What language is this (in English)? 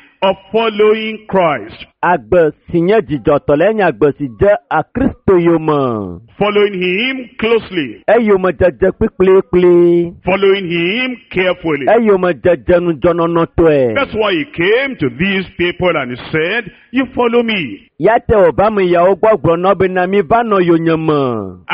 Ewe